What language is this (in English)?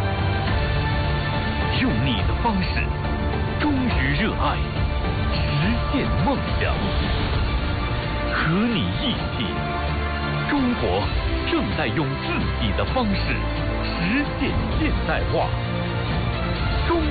Chinese